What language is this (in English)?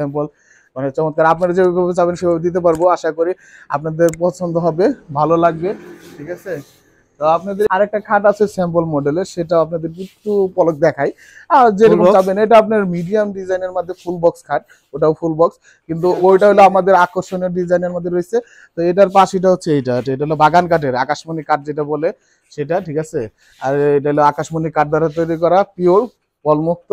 Bangla